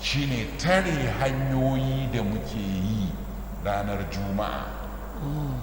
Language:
Hausa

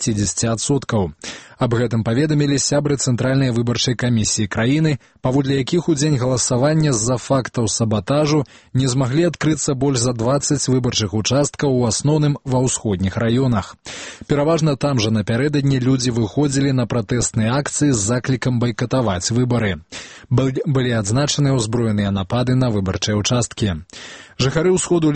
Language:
Belarusian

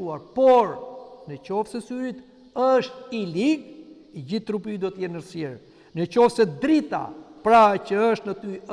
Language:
Albanian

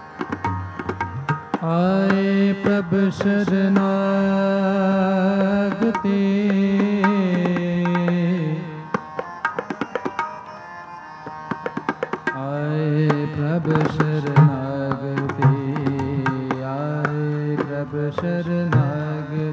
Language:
Hindi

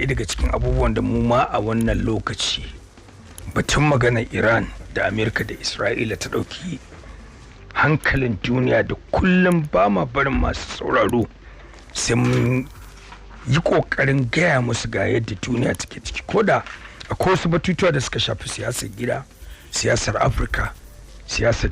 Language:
Hausa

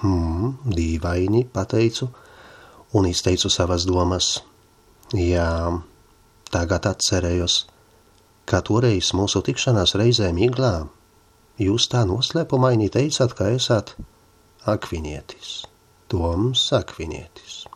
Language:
Latvian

